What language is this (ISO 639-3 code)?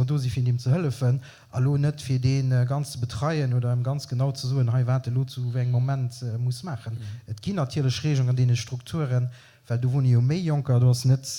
ltz